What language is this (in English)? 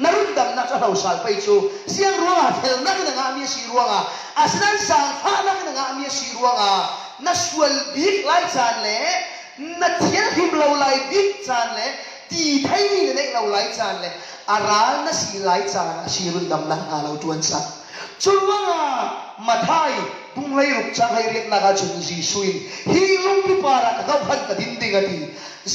Falam Chin